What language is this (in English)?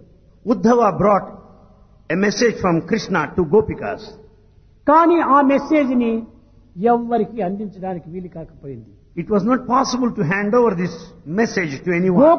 Telugu